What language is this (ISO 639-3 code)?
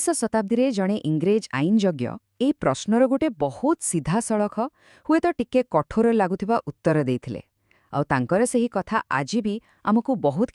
ori